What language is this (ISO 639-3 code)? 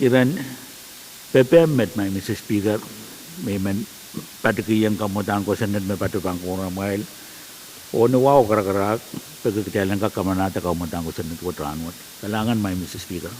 pon